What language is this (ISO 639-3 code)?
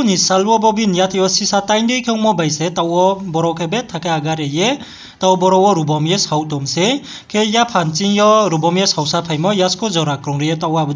ria